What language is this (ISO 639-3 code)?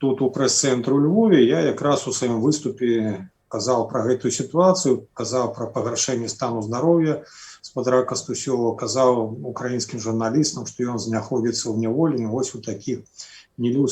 bel